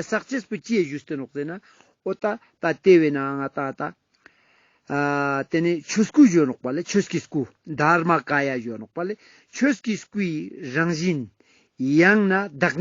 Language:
Ladakhi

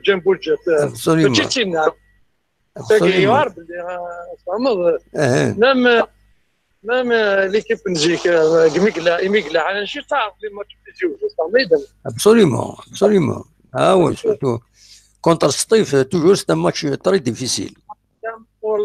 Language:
Kabyle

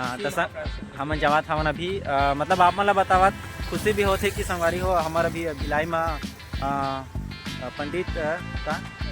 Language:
Chhattisgarhi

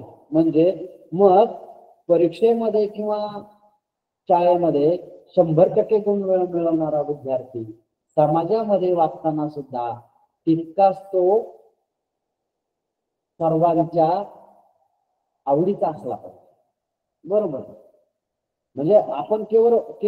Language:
Marathi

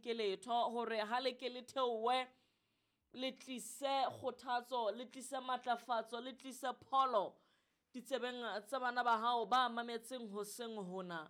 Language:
Southern Sotho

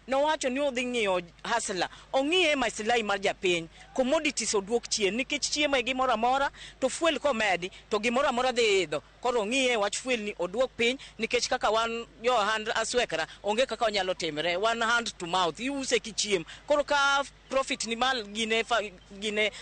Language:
Luo (Kenya and Tanzania)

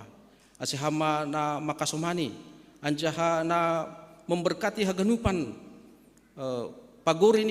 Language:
Batak Simalungun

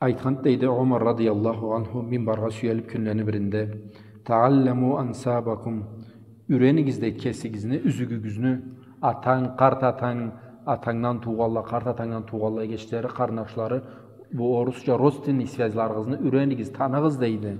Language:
Karachay-Balkar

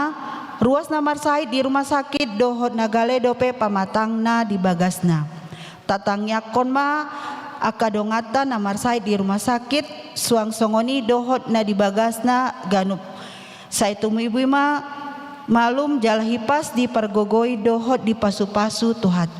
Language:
Batak Toba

